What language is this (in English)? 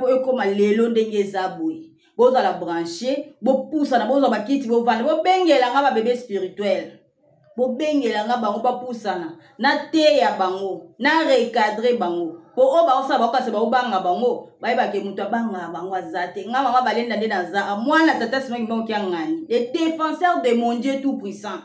Lingala